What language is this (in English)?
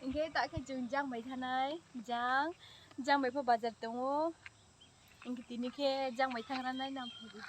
Riang (India)